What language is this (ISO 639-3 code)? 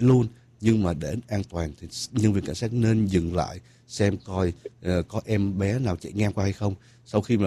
vie